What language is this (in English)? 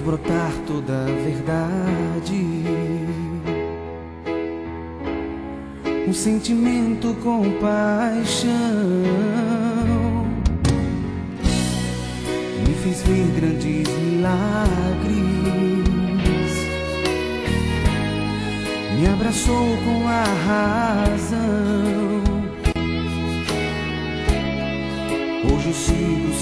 Portuguese